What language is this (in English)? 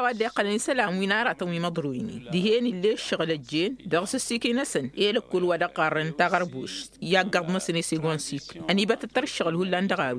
Tamasheq